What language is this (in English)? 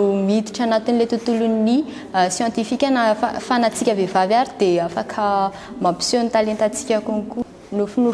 Malagasy